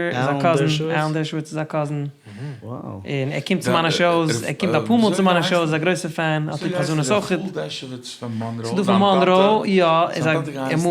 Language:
Yiddish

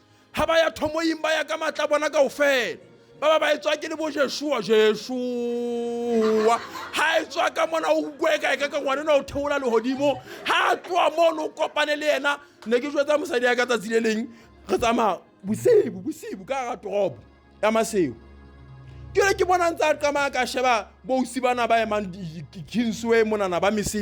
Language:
Southern Sotho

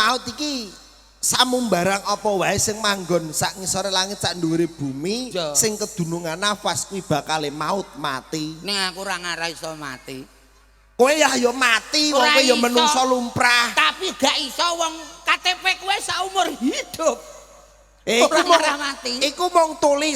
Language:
Javanese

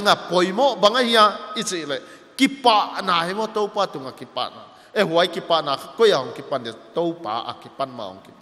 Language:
Paite Chin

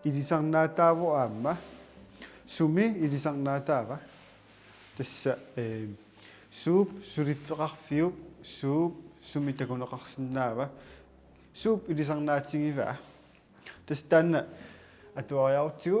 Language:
Kalaallisut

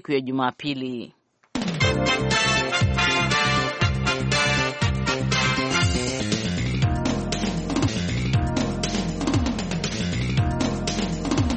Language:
Swahili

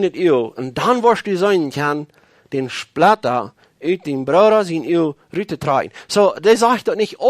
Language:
Plautdietsch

